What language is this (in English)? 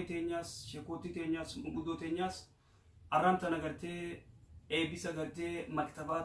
Oromo